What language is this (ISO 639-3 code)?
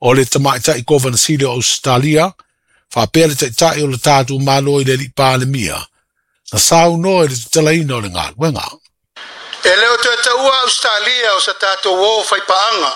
smo